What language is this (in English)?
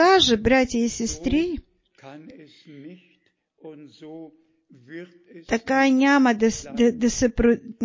Bulgarian